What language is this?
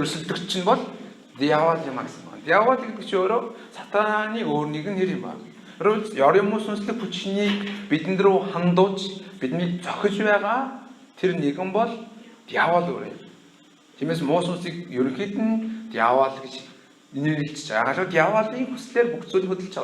Mongolian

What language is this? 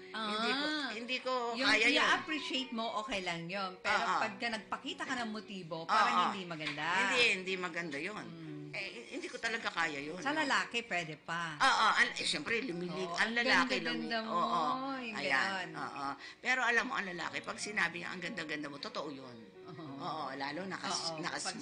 Filipino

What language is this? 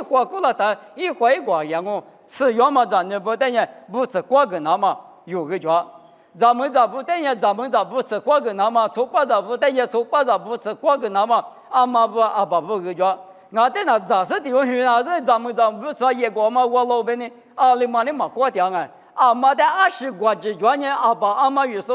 Lisu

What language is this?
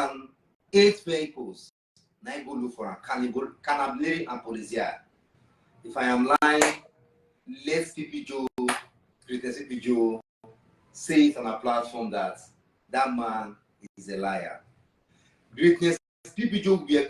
Nigerian Pidgin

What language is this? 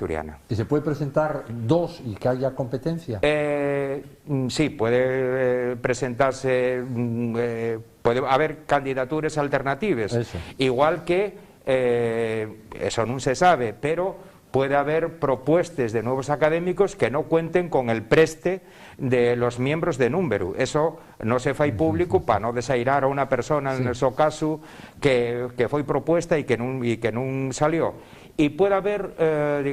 Asturian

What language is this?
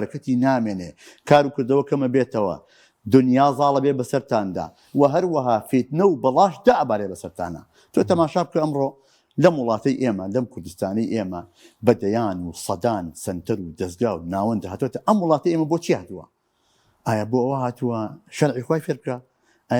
Central Kurdish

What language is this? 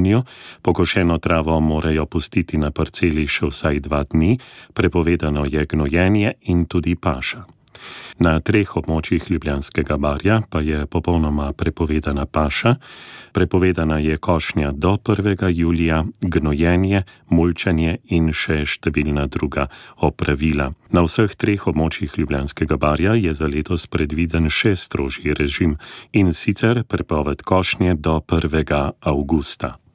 Slovenian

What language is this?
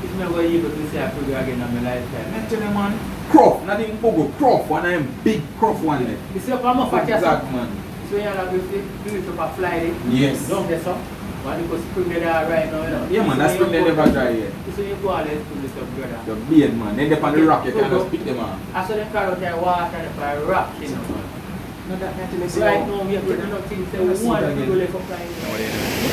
Jamaican Creole English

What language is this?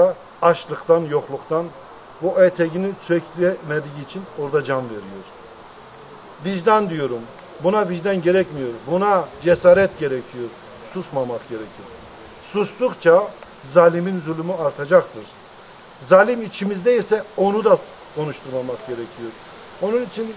Turkish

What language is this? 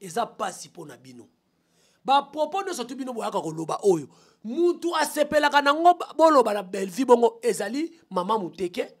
Lingala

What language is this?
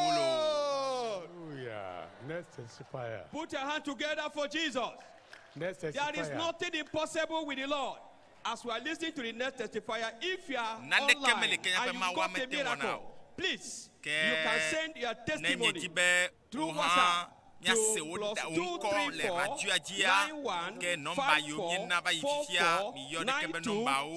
Ewe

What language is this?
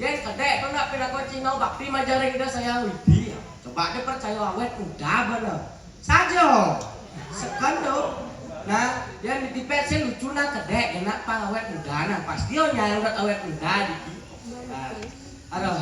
Balinese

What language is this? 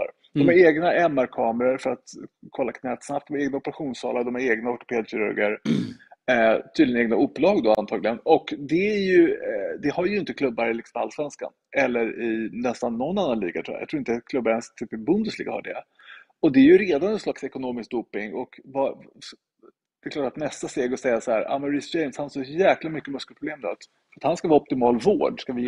Swedish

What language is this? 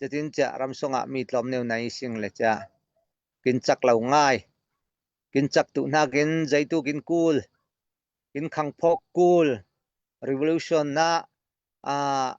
Falam Chin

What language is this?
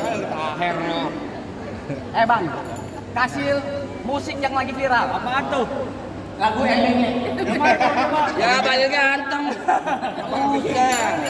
Betawi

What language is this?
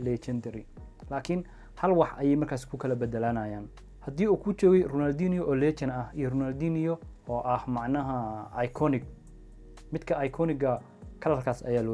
Somali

